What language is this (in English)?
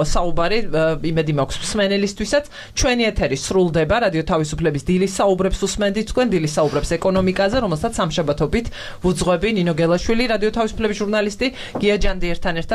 Georgian